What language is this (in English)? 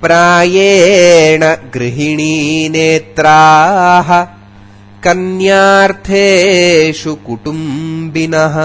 Sanskrit